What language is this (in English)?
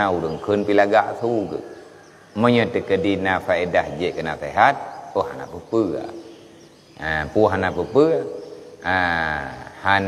Achinese